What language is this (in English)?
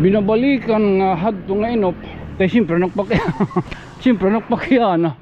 Waray